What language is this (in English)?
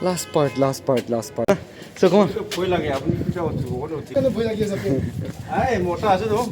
Naga Pidgin